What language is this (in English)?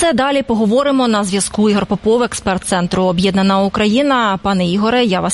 Ukrainian